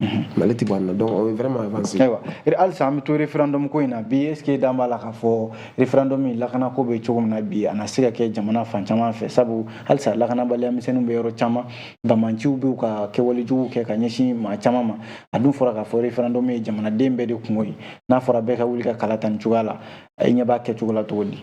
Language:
Bambara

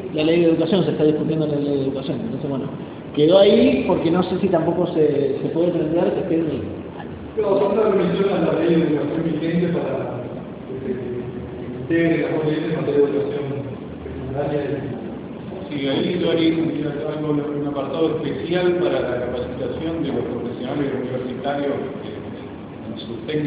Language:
Spanish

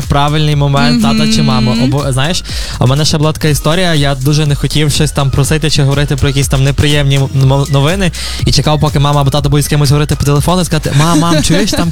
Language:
Ukrainian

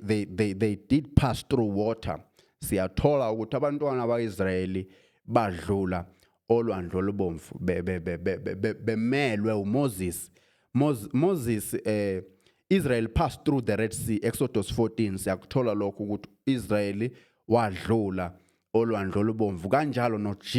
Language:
Zulu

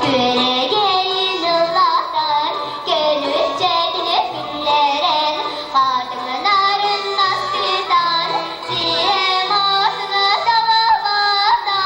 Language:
Yakut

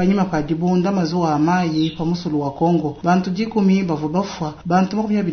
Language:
Luba-Lulua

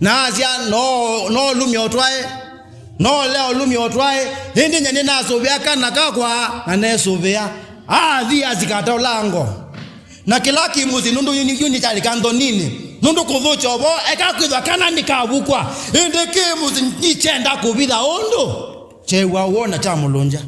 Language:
Kamba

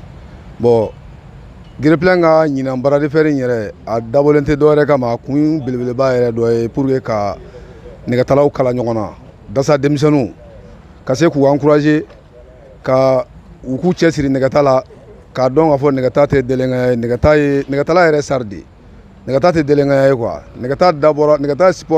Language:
Bambara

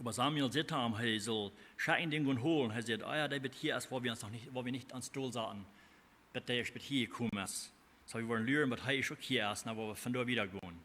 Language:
Plautdietsch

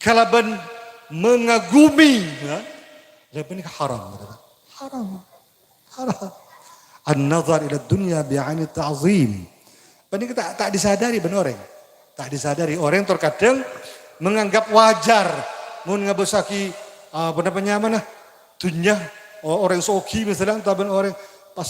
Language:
Madurese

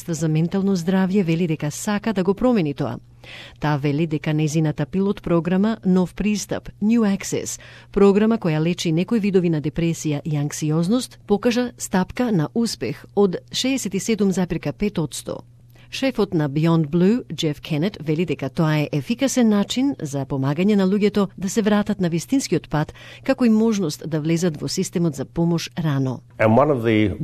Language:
Macedonian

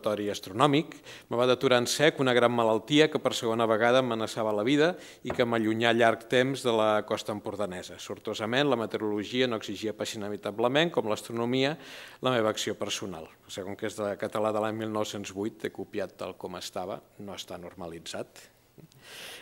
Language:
Catalan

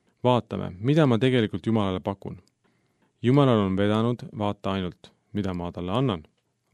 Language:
Estonian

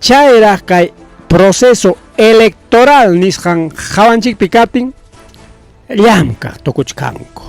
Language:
Ayacucho Quechua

